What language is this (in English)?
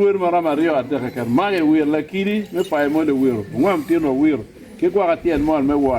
Acoli